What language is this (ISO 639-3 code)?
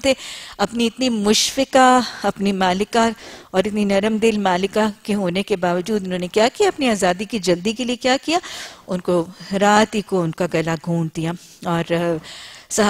urd